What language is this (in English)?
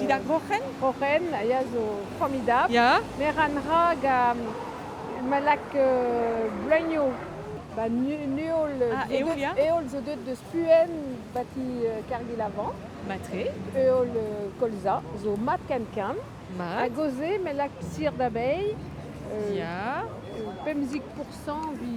Breton